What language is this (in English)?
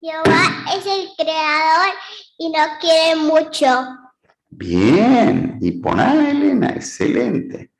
Guarani